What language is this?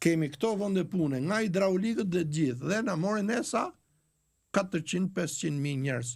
Albanian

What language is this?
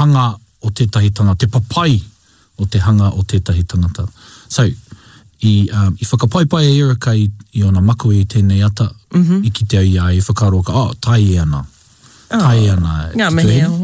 Māori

